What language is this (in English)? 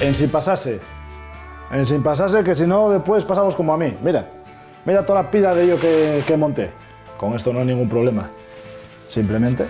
Asturian